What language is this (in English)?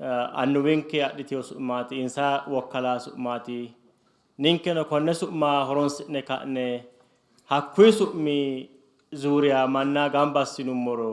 Sidamo